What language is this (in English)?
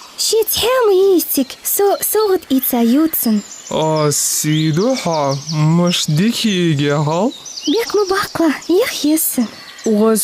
Ingush